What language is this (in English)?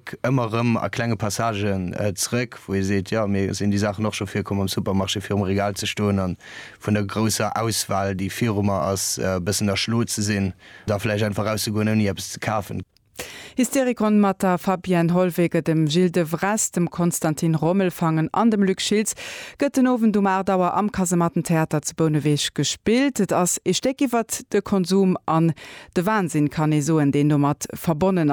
Luxembourgish